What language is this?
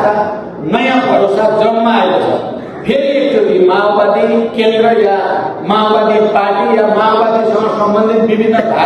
Nepali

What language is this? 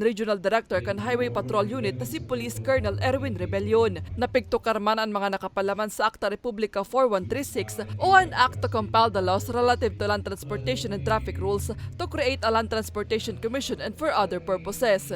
Bikol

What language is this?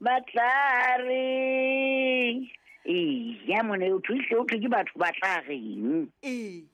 Southern Sotho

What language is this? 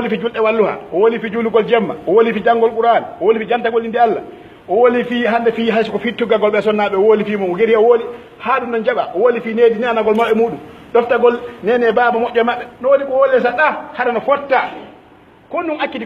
Pular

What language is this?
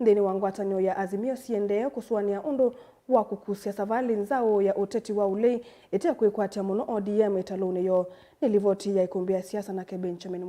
Kamba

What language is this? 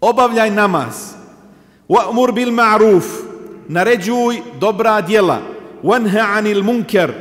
Bosnian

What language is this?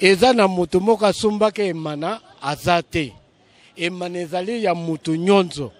Lingala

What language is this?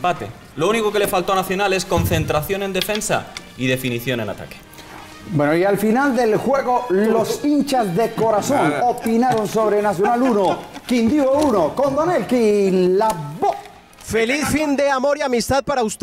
Spanish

